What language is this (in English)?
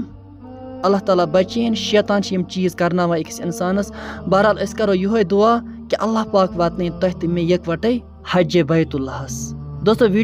Kashmiri